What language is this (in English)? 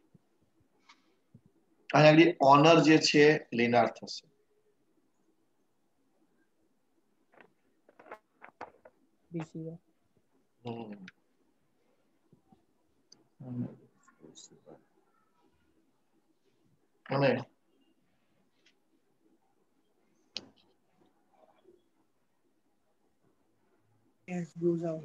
Gujarati